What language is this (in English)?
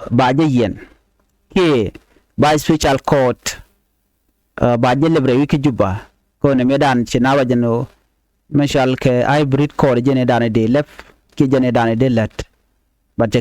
Nuer